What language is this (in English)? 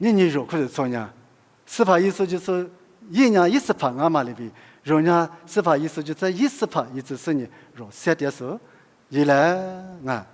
Lisu